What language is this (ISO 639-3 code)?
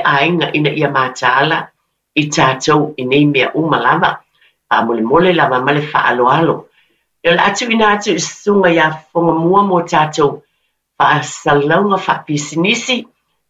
smo